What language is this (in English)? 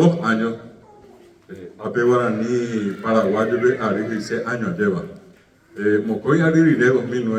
Guarani